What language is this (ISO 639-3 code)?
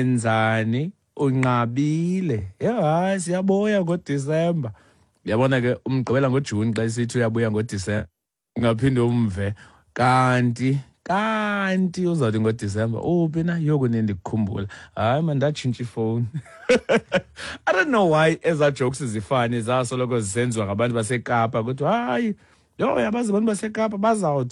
xho